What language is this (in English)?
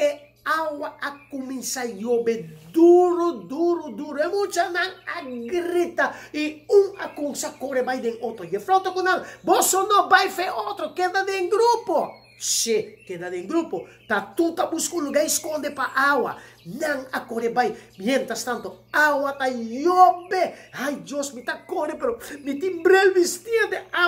Papiamento